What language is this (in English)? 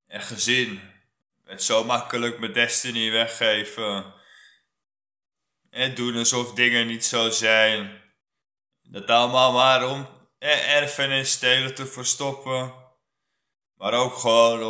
Dutch